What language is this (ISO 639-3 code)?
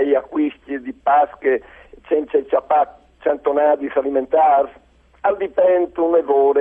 fur